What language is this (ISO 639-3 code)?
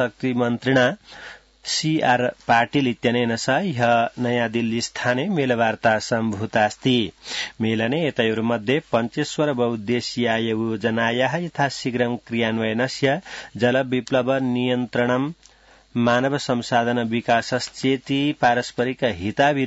san